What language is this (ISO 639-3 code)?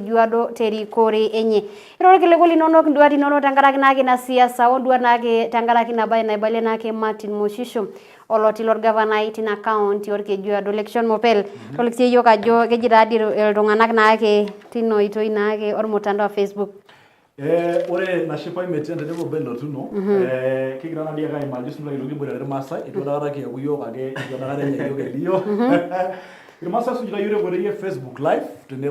mas